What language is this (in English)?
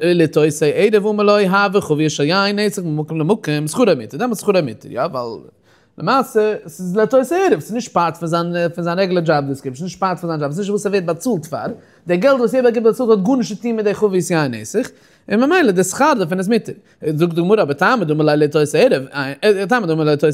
Yiddish